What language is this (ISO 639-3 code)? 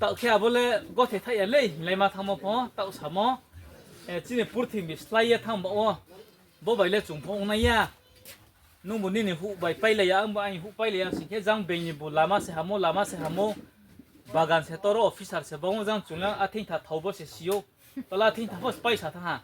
ria